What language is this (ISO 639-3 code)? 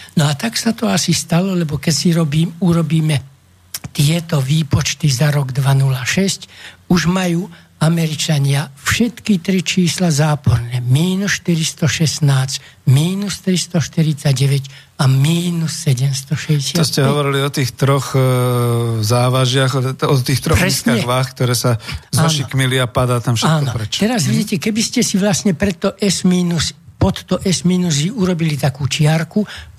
slk